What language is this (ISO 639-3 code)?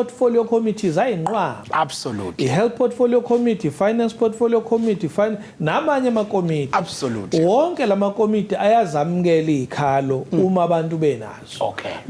zul